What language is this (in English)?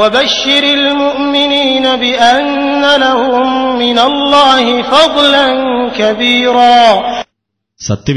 Malayalam